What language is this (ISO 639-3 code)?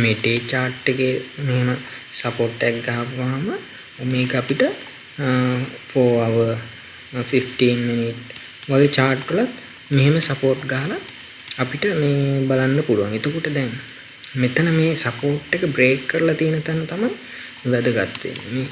sin